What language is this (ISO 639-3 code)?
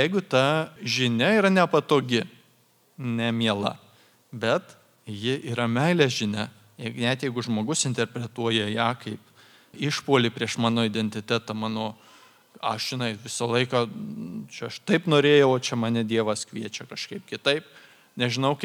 lit